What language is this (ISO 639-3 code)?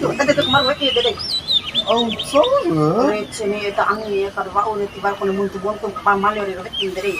bhp